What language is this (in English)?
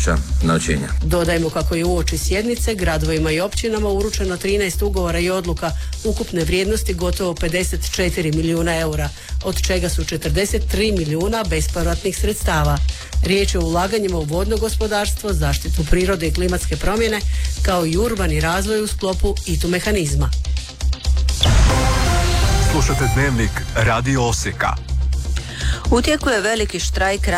Croatian